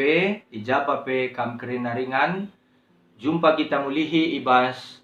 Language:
Batak Karo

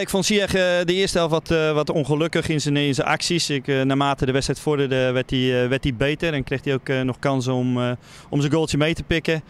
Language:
Western Frisian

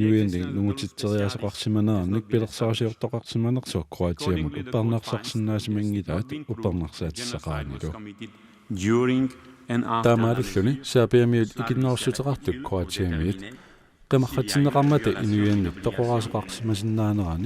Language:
Kalaallisut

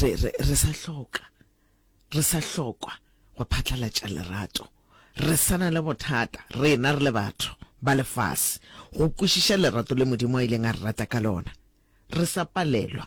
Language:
Northern Sotho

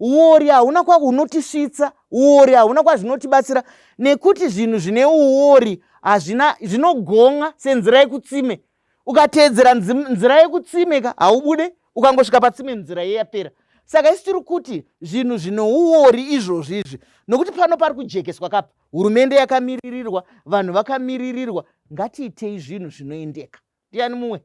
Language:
Shona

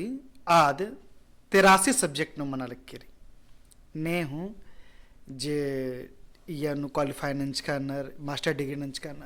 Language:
Kurukh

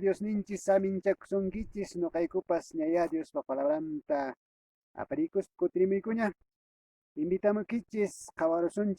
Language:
Quechua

